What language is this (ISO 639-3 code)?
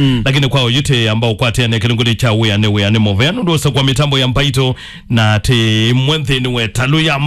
kam